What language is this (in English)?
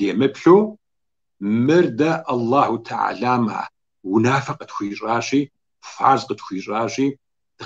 Kabardian